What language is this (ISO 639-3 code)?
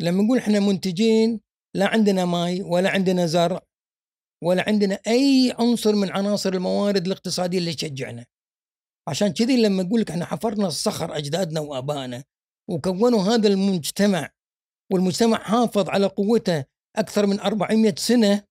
afb